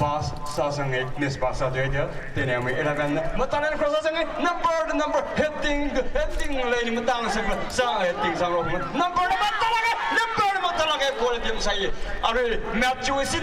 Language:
Tangkhul Naga (India)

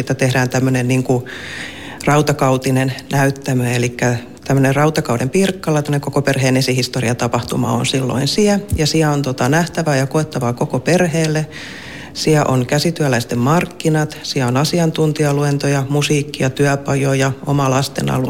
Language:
Finnish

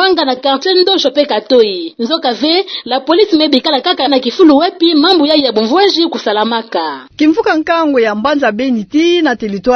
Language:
Kituba (Democratic Republic of Congo)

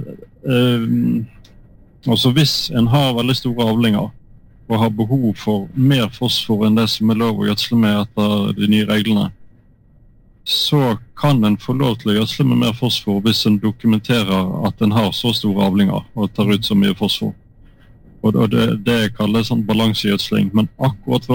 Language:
Norwegian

